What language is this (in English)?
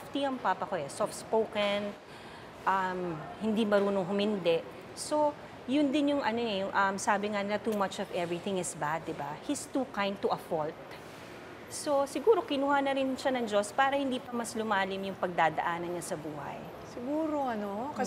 Filipino